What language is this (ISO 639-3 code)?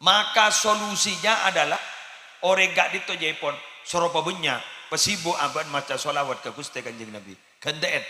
mad